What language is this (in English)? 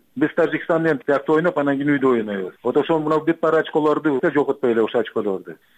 Kyrgyz